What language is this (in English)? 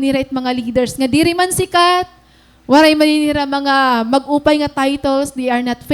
Waray